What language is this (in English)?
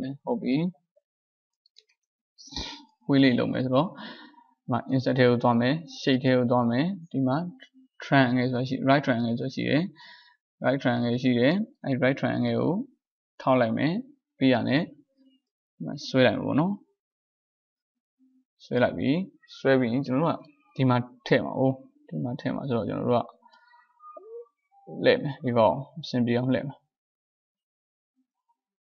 Burmese